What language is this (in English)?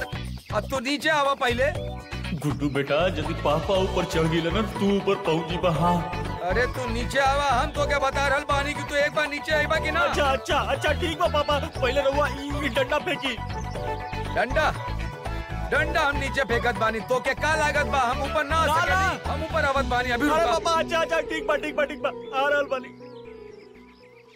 Bhojpuri